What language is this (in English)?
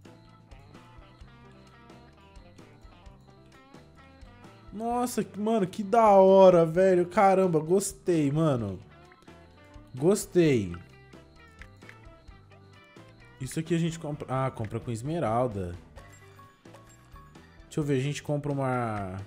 Portuguese